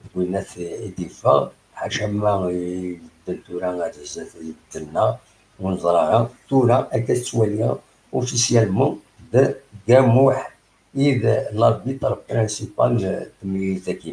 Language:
Kabyle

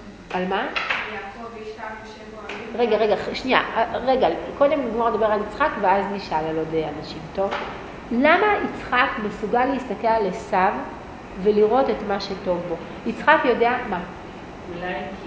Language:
Hebrew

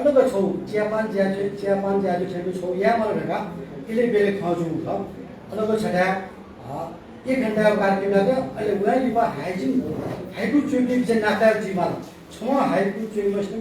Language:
Newari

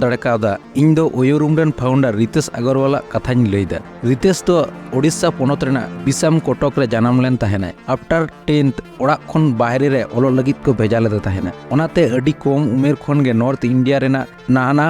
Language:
Santali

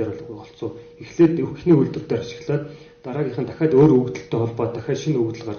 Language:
Mongolian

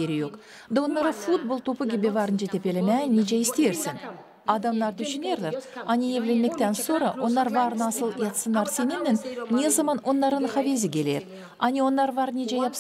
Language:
Gagauz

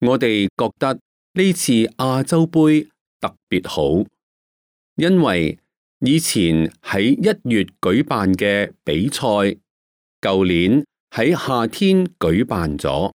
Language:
Cantonese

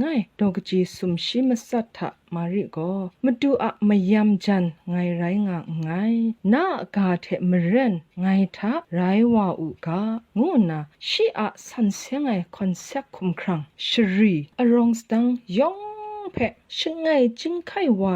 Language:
Kachin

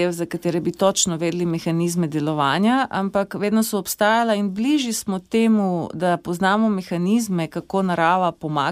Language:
Slovenian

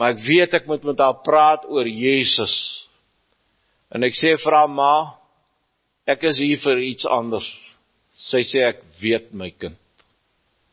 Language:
Afrikaans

